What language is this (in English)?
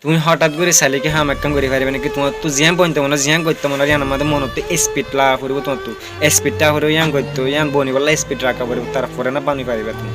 Rohingya